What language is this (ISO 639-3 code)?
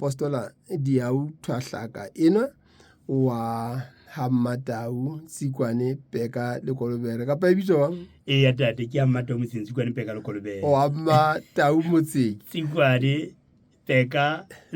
sot